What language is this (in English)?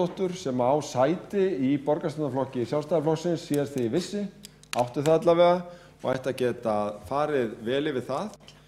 Icelandic